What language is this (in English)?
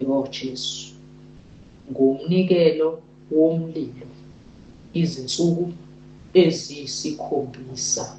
Zulu